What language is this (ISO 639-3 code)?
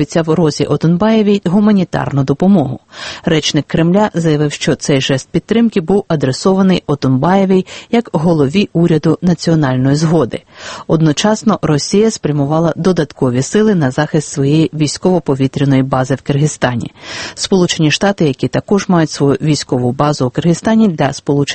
ukr